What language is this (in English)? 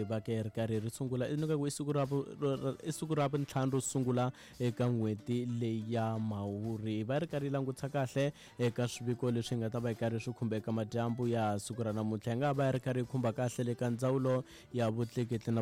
Tsonga